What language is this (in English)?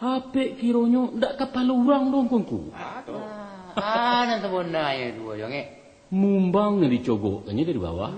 Minangkabau